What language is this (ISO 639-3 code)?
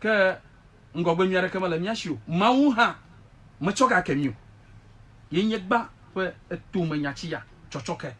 ewe